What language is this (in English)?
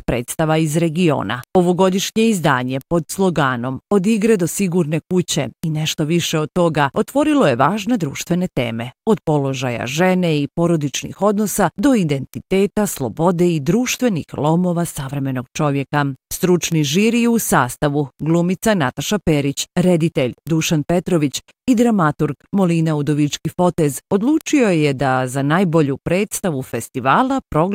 Bosnian